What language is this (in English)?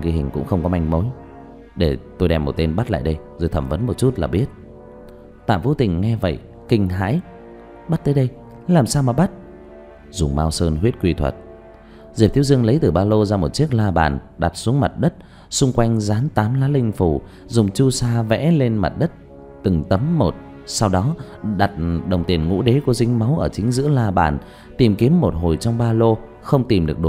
Vietnamese